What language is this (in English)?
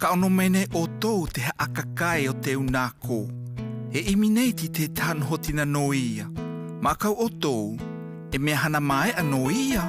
South Marquesan